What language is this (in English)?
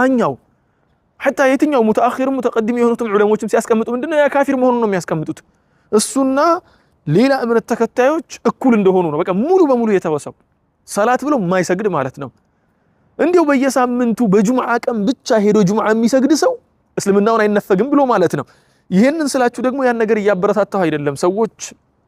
Amharic